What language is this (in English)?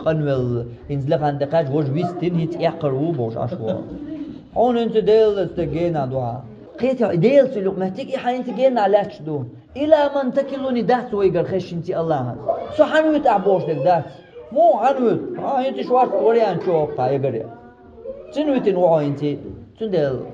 Chechen